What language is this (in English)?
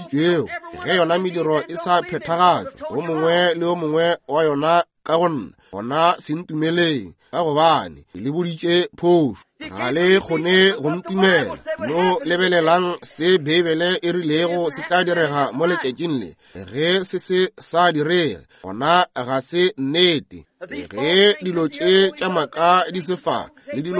Northern Sotho